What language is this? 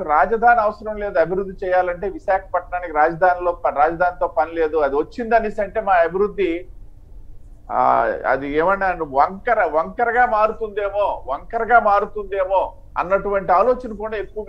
Telugu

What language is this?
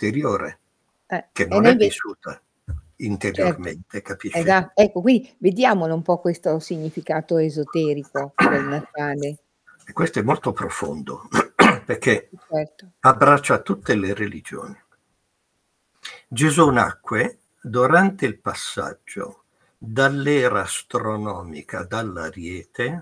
Italian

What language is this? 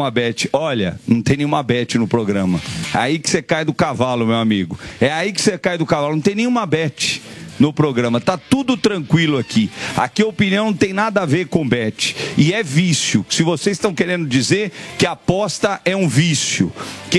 Portuguese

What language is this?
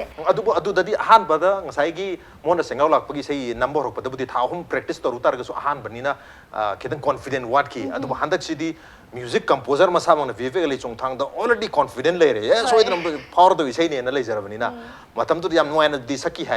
Manipuri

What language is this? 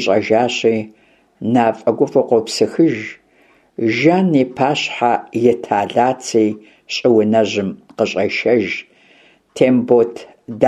Kabardian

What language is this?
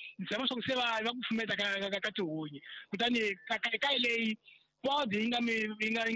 Tsonga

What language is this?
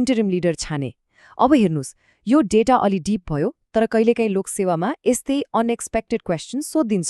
Nepali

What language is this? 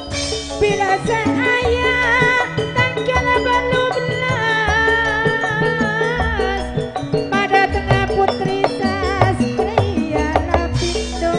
Madurese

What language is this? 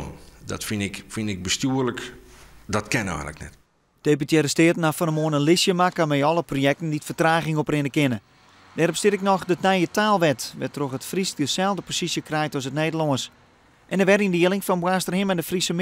Western Frisian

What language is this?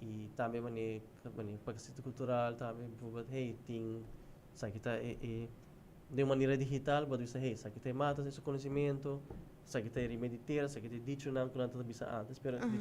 Papiamento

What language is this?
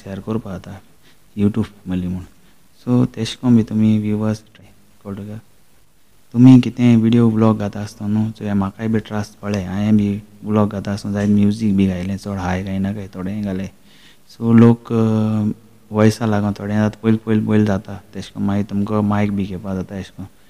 Konkani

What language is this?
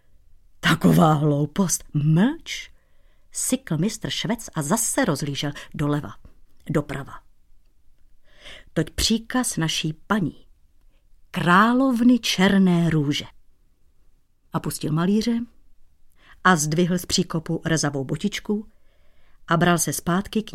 Czech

